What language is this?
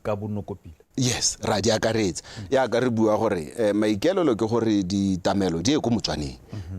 Tswana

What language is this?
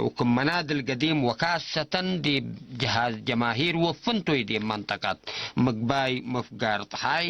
Tigre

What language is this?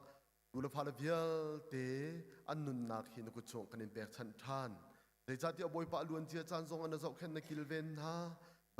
Hakha Chin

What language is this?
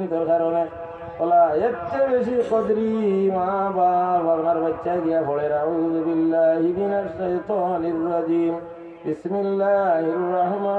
Sylheti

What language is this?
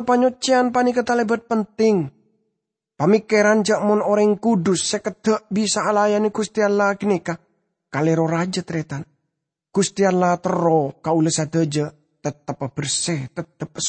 Madurese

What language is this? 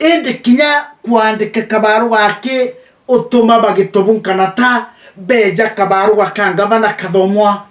Meru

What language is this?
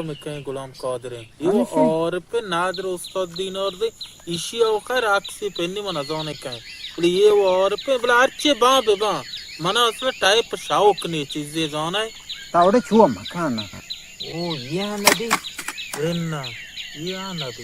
Baluchi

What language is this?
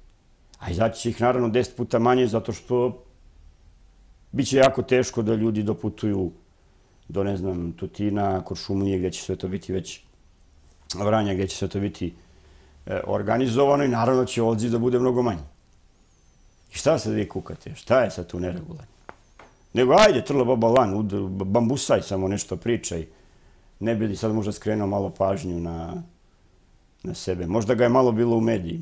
Serbian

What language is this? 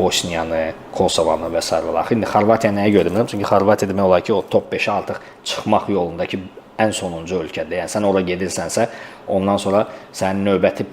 Azerbaijani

